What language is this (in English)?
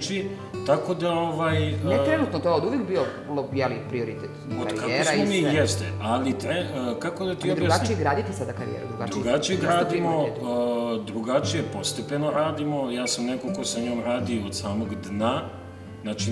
Serbian